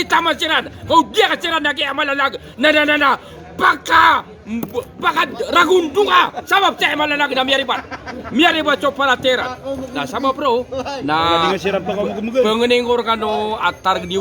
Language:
Maranao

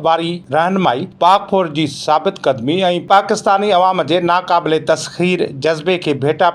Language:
Sindhi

